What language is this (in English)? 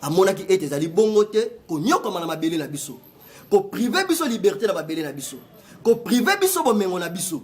Lingala